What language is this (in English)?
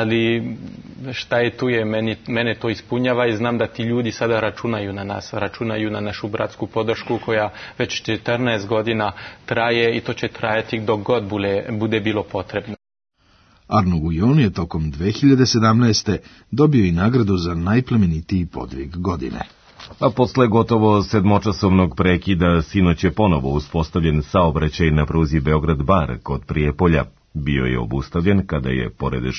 Serbian